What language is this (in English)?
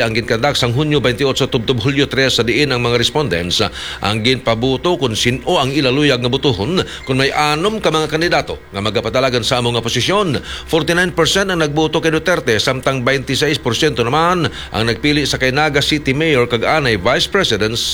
Hiligaynon